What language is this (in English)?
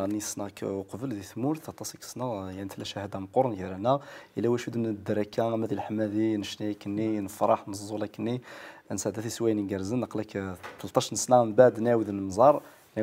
Kabyle